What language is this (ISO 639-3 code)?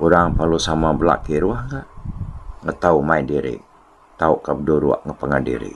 iba